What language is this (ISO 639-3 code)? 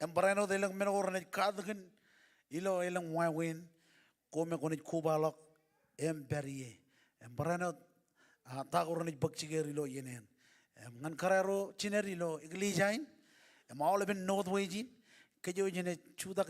mah